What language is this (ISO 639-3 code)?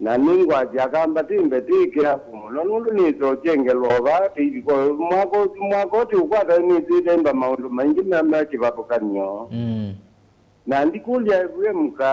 kam